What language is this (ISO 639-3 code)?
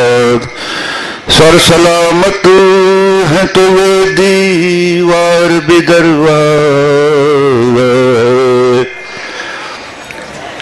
urd